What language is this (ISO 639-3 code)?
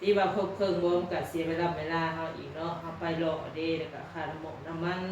tts